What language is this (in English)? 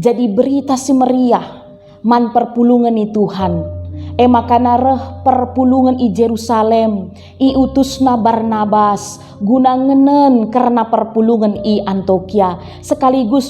Batak Karo